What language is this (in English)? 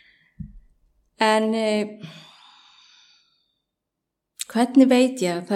Icelandic